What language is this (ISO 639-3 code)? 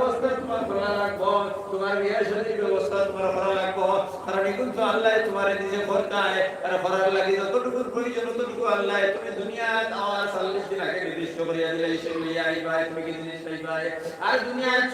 syl